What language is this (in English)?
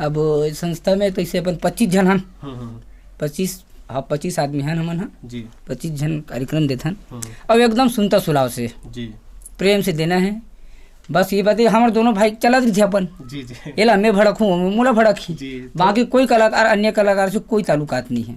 Chhattisgarhi